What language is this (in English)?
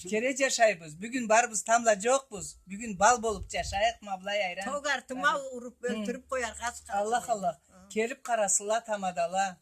Karachay-Balkar